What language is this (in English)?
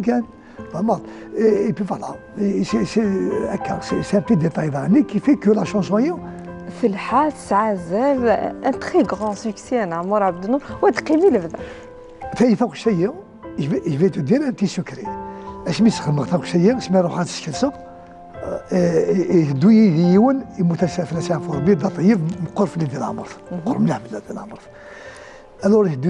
Kabyle